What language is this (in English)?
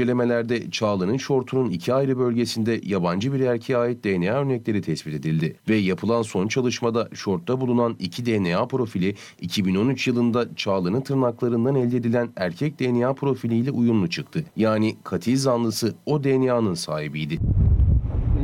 Turkish